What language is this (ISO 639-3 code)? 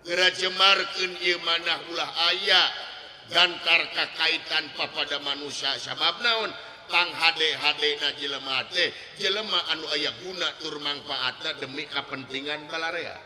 sun